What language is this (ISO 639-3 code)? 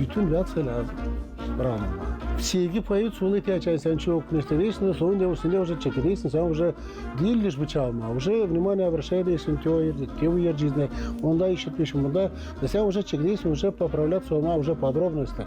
gag